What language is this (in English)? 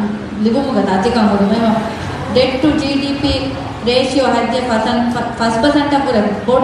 Divehi